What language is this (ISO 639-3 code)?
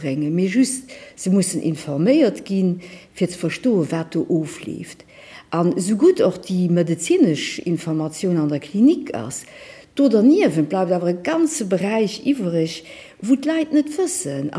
ltz